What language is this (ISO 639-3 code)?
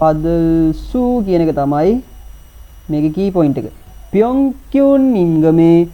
sin